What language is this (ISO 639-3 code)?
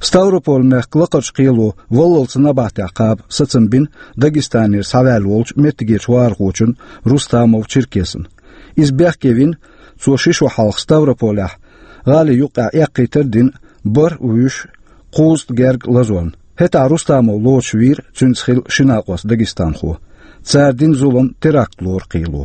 che